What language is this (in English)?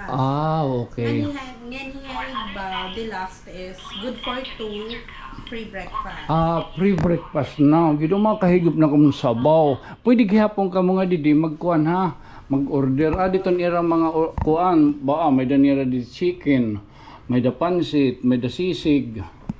Waray